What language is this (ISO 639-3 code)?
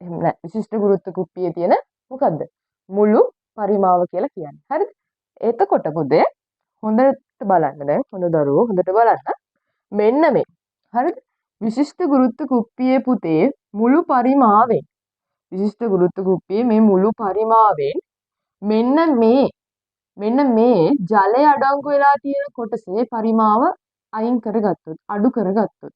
sin